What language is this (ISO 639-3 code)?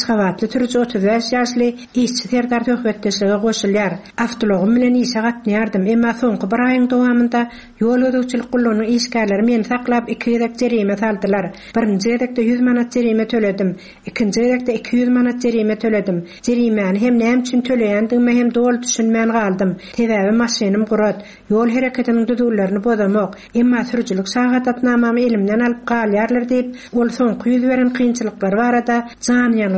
tuk